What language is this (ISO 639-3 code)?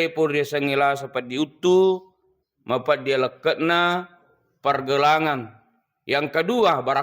bug